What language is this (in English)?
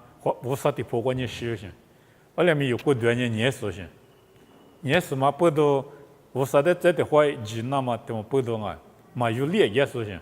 Lisu